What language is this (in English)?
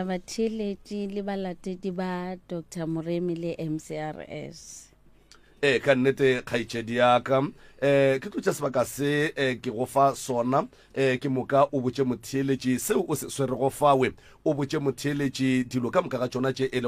Northern Sotho